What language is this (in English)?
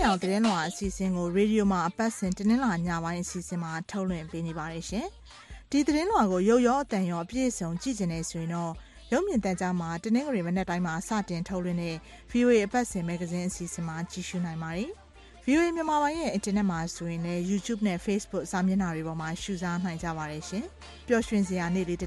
Burmese